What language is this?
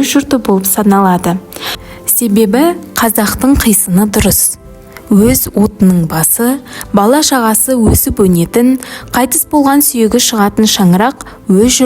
Kazakh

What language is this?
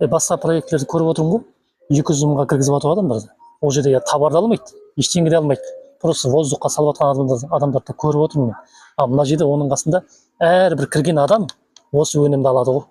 Kazakh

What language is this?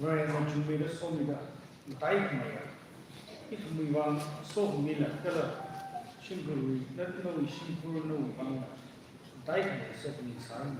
Tangkhul Naga (India)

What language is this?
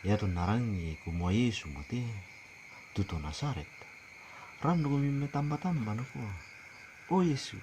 Toraja-Sa'dan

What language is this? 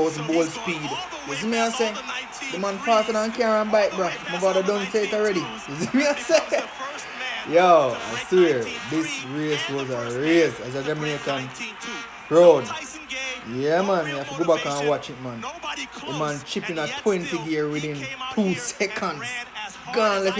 Jamaican Creole English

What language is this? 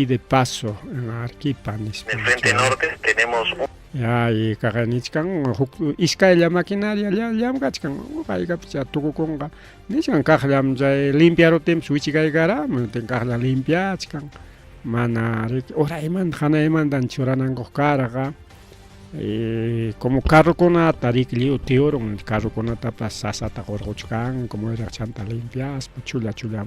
Ayacucho Quechua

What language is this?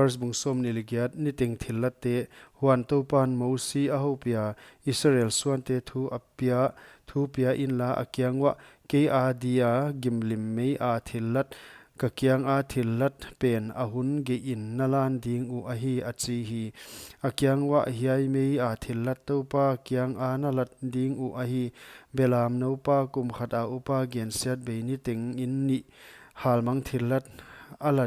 Paite Chin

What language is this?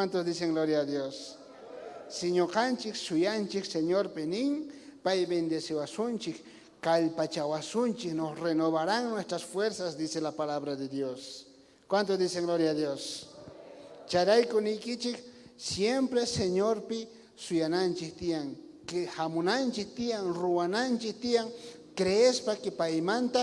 South Bolivian Quechua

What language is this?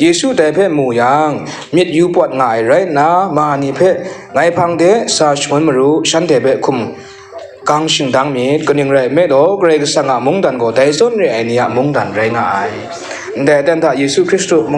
Kachin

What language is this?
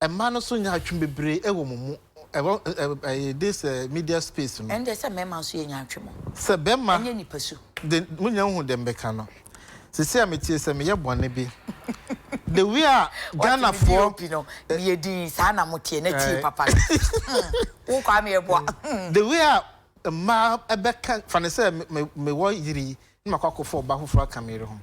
Akan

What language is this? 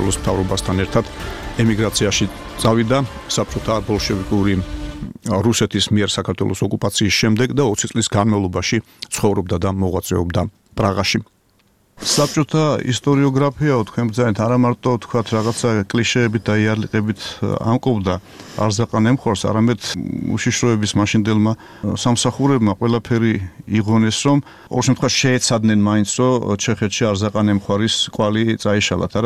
Georgian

